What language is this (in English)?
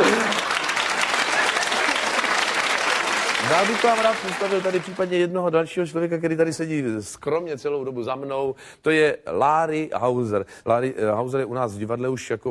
Czech